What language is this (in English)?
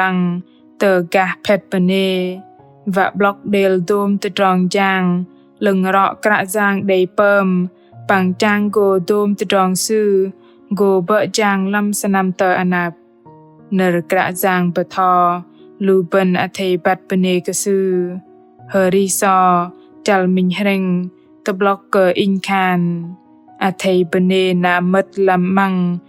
Bahnar